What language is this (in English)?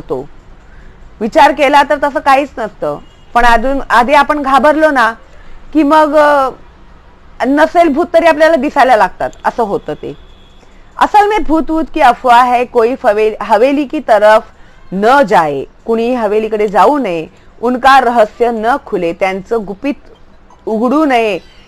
Marathi